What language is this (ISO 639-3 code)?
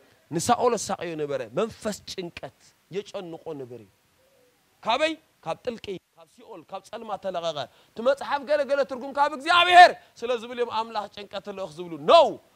tir